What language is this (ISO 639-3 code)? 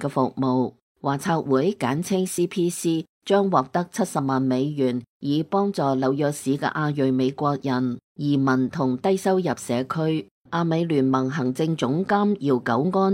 yue